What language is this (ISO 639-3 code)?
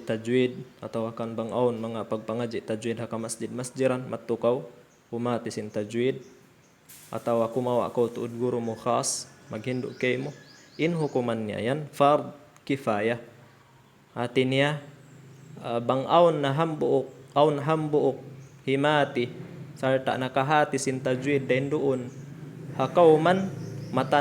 tsg